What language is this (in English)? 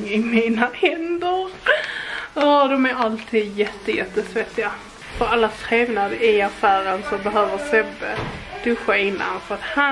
Swedish